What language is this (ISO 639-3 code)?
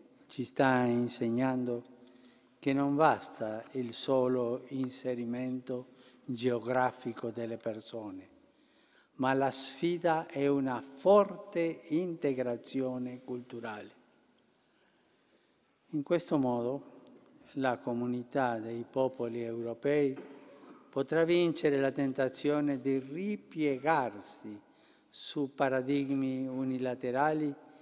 ita